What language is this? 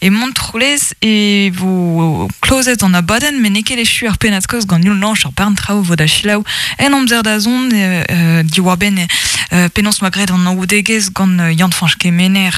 Breton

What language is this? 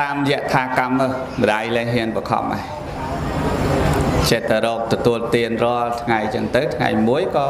Khmer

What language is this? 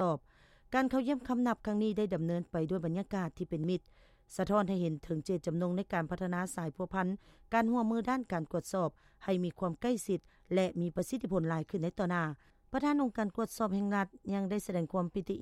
Lao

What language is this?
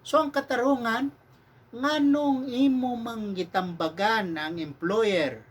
Cebuano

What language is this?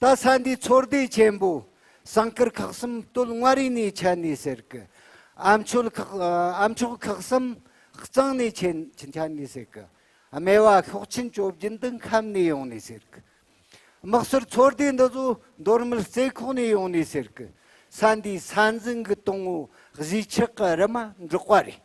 Tibetan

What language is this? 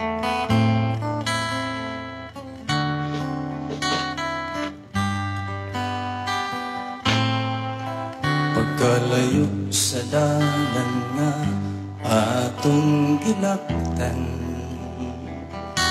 Cebuano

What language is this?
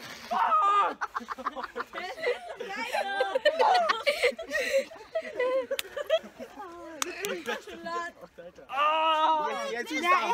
German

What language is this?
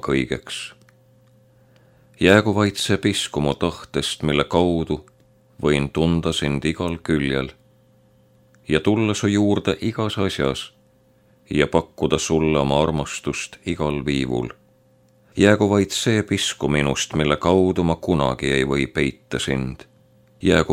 Estonian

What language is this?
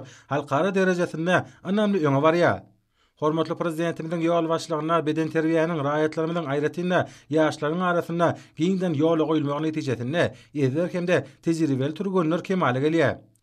Turkmen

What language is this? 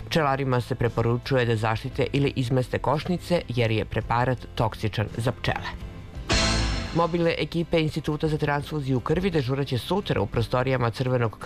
Serbian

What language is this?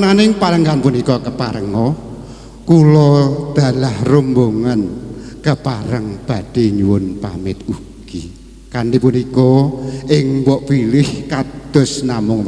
Javanese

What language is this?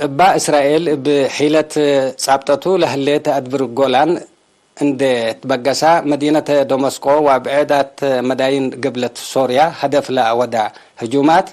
Tigre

